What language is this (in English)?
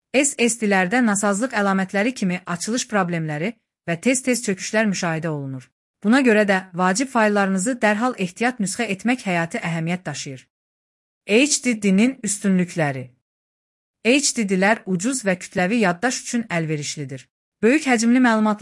Azerbaijani